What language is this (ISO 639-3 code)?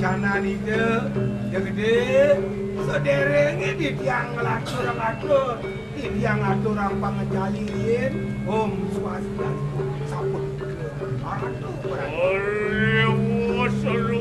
ban